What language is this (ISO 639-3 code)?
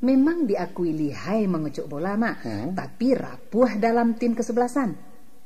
min